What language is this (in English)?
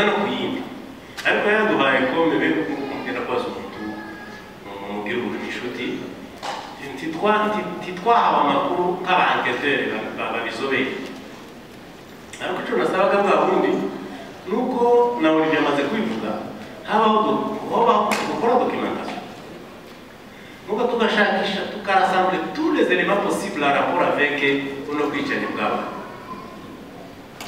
Kinyarwanda